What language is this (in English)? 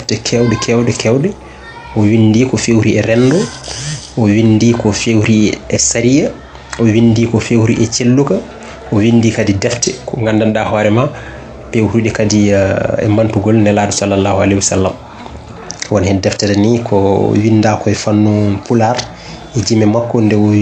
Fula